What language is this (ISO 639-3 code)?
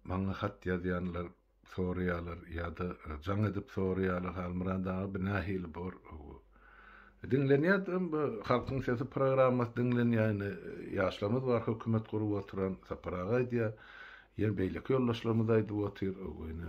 tuk